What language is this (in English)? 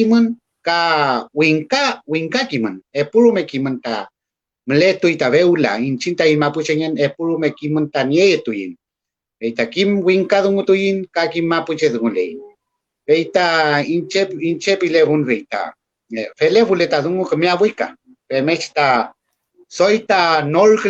Mapuche